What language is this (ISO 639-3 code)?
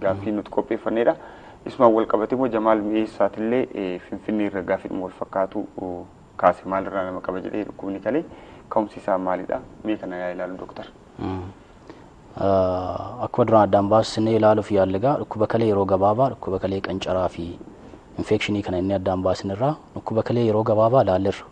orm